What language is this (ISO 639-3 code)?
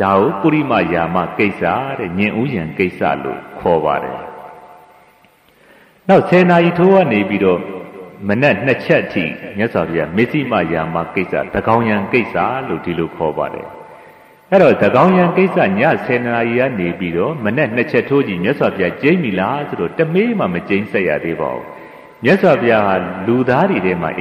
mya